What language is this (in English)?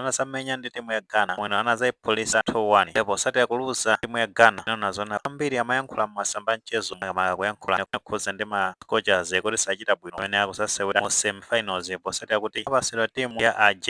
Nyanja